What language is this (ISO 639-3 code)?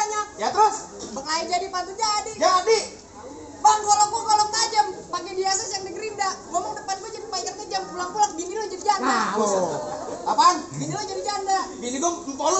bew